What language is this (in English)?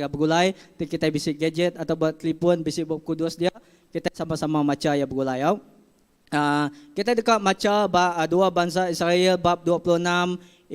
Iban